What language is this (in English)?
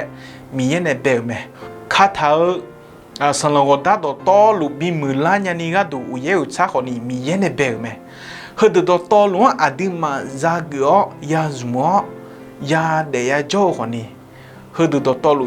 Akha